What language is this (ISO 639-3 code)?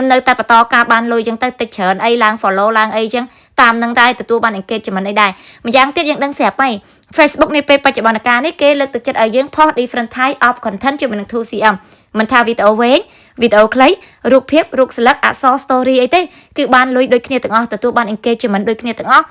khm